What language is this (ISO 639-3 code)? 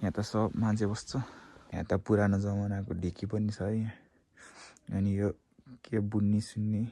nep